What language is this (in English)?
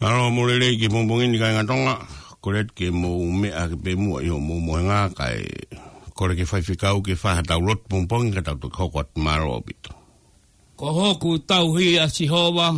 Tongan